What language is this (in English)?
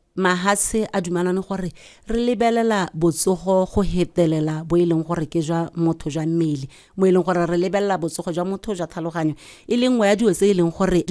Tswana